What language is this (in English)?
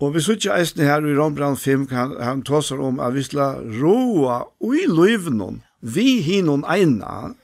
Faroese